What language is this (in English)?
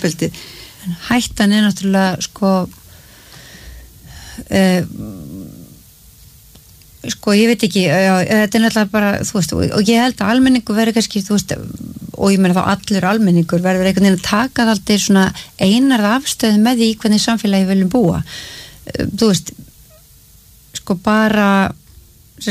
Icelandic